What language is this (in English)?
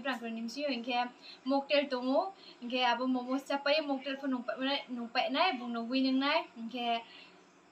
Riang (India)